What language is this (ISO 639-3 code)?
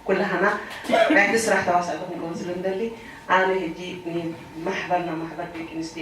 tir